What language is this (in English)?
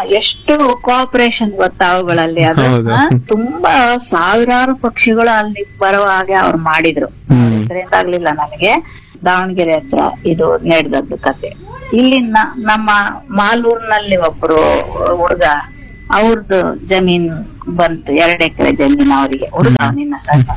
Kannada